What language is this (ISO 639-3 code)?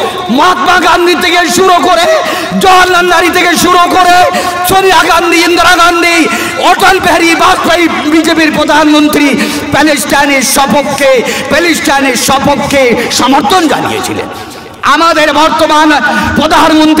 ben